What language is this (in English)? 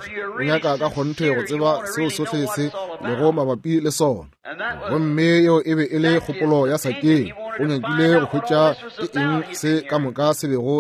Northern Sotho